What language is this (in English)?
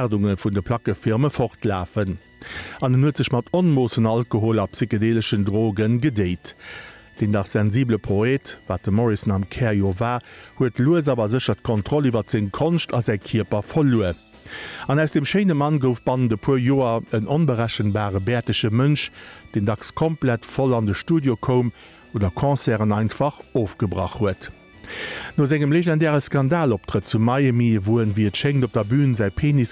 Luxembourgish